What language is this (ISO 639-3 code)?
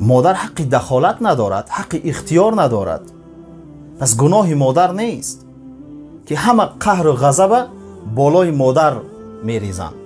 tgk